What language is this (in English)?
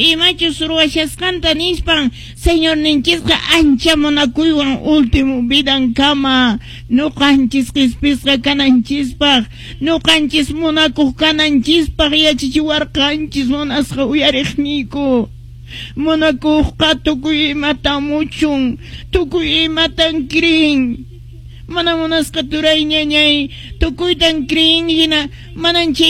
Quechua